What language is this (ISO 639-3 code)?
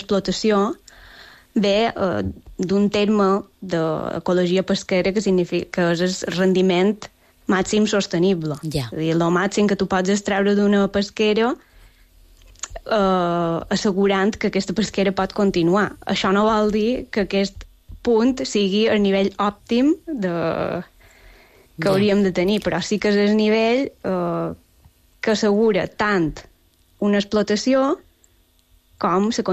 cat